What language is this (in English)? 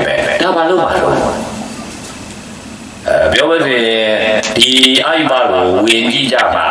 Burmese